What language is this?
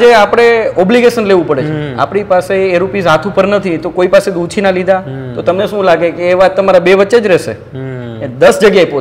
Gujarati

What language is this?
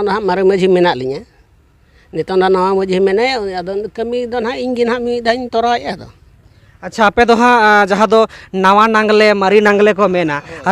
Santali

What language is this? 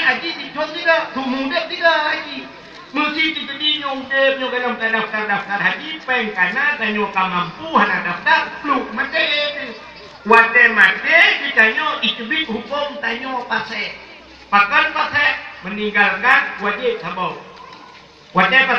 Achinese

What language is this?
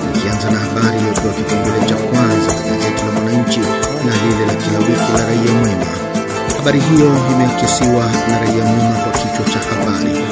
Swahili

